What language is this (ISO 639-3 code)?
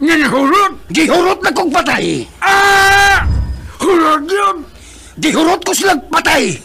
ceb